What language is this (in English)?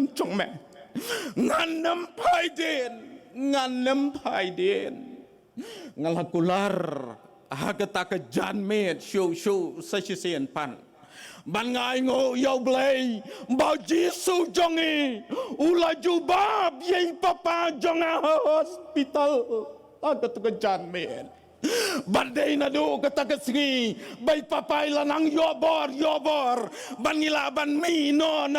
Khasi